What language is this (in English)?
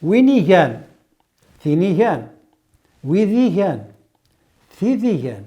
Kabyle